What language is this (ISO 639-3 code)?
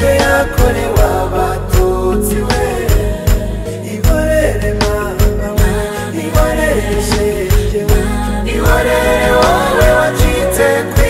kin